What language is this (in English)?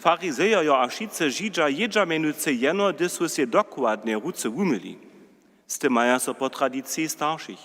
Upper Sorbian